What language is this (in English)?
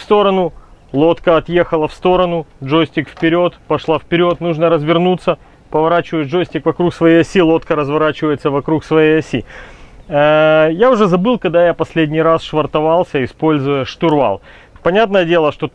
Russian